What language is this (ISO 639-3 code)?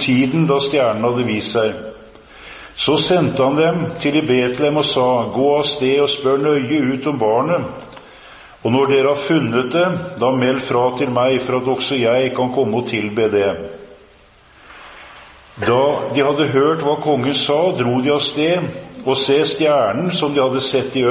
nor